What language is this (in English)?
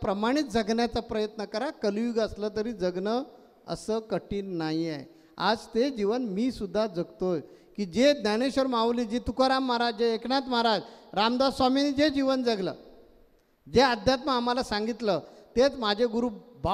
Marathi